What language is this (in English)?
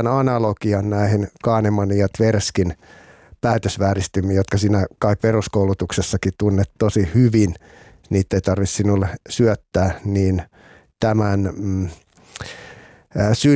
Finnish